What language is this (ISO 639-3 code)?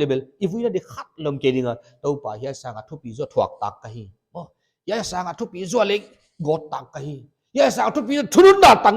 pck